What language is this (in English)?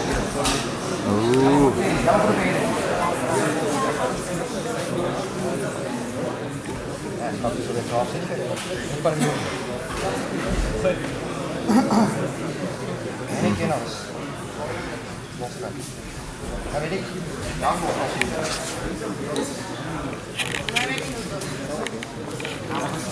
Dutch